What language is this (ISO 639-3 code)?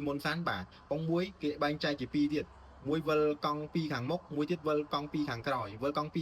khm